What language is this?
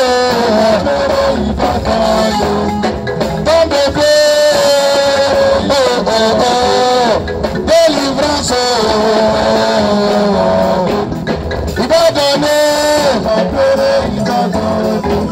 French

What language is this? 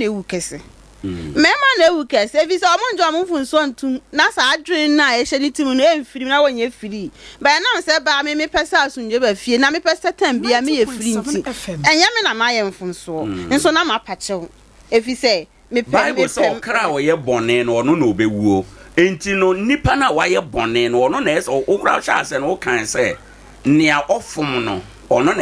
Akan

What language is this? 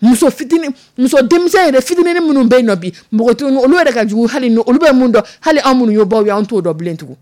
Dyula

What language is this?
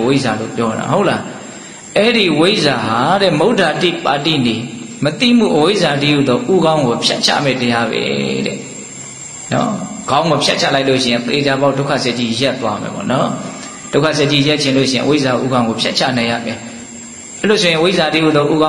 Burmese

